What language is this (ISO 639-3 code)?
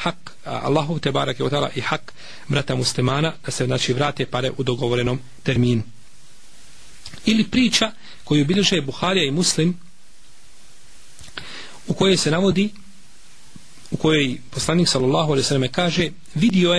bos